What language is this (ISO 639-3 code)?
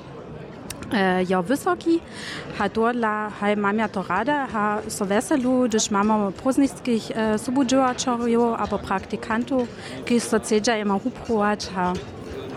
hsb